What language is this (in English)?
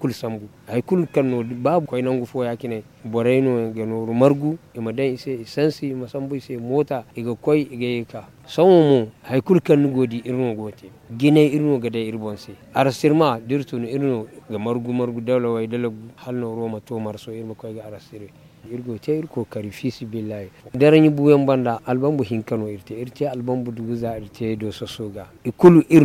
Zarma